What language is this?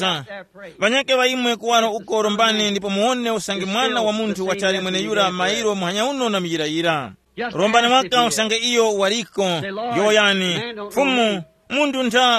Tumbuka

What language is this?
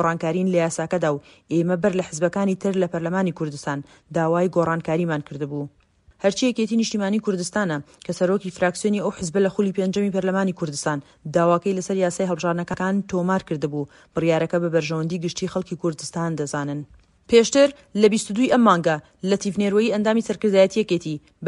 Central Kurdish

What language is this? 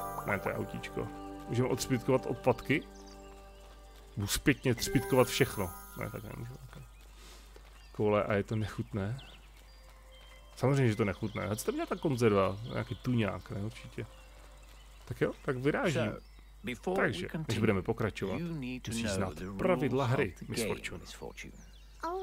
Czech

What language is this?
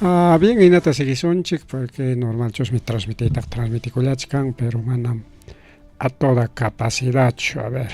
Ayacucho Quechua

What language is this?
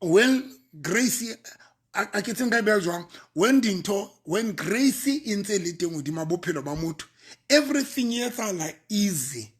Southern Sotho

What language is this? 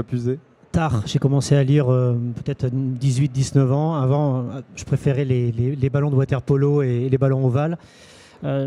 French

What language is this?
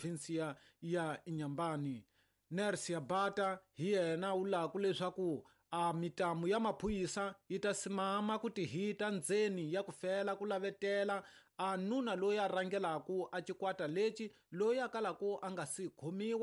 Tsonga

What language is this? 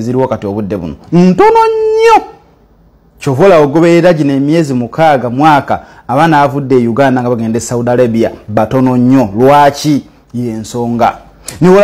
Ganda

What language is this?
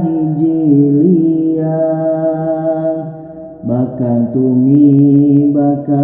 Sundanese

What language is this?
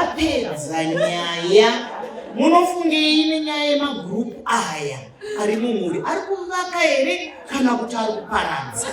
Shona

